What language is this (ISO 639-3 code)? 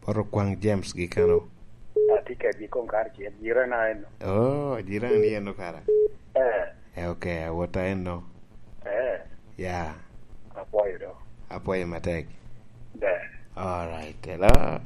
laj